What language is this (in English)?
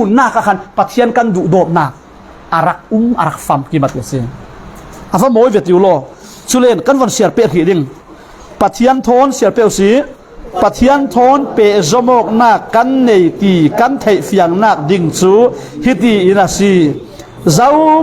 Falam Chin